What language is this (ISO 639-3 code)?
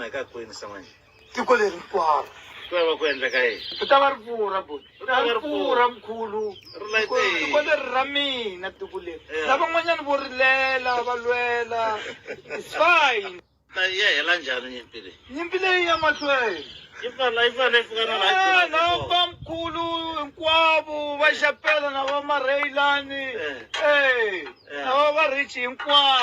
tso